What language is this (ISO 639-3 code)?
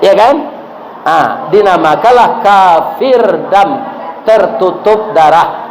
min